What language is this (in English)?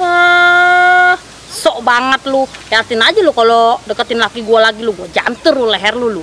Betawi